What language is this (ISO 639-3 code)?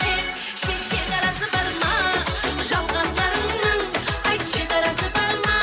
kaa